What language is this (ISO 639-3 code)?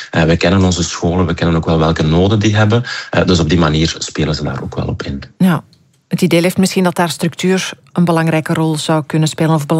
nld